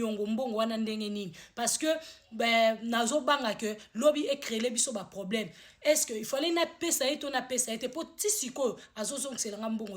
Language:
Lingala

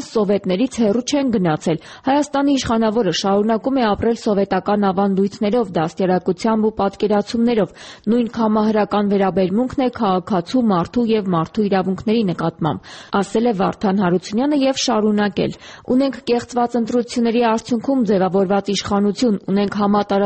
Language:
Armenian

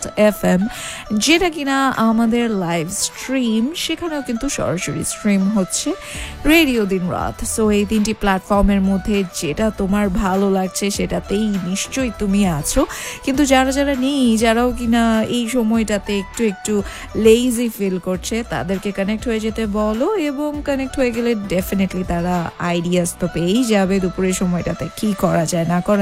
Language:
Bangla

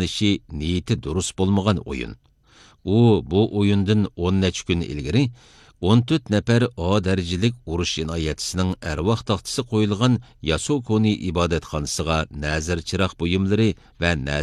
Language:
Uyghur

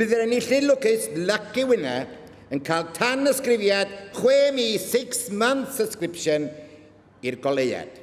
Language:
Welsh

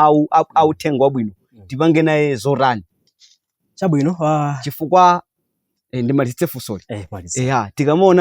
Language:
Nyanja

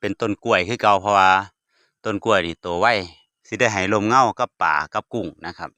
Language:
Northeastern Thai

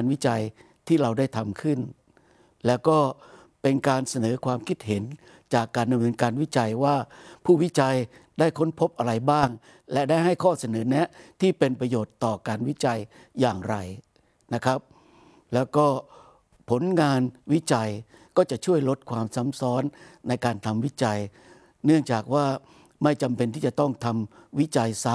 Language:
Thai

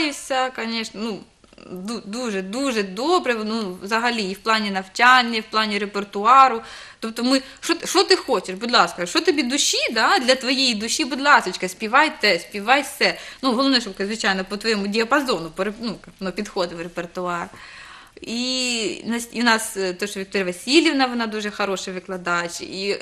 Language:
Ukrainian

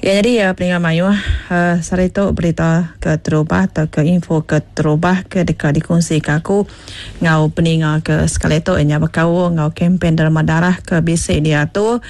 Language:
Iban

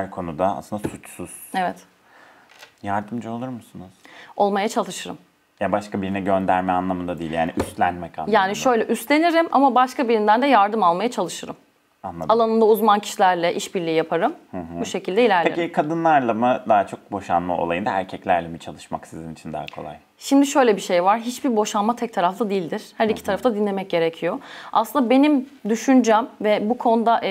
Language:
Turkish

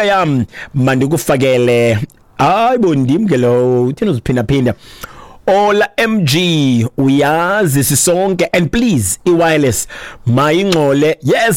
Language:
Xhosa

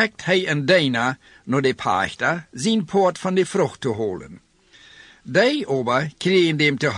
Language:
Plautdietsch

